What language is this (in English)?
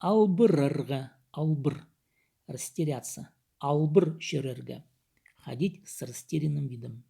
Khakas